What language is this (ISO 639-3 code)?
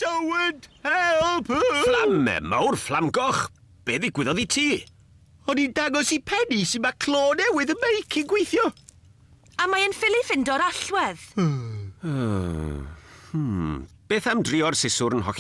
cym